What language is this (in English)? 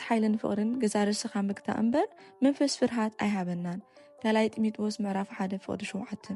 Tigrinya